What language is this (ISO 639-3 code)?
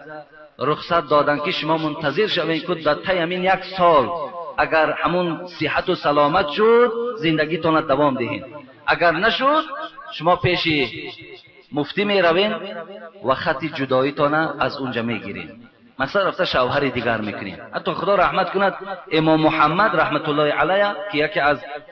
tgk